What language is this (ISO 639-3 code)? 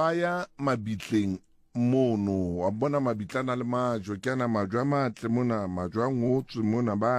sot